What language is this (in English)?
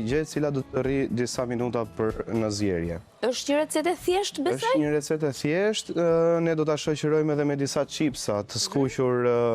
Albanian